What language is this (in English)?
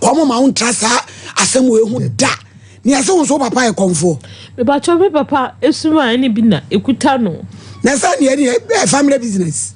Akan